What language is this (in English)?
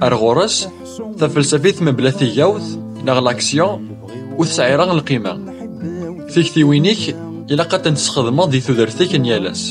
Kabyle